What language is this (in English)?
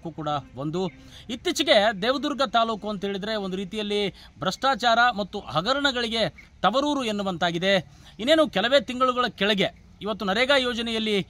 Kannada